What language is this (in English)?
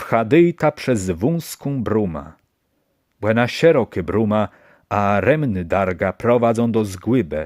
Kashubian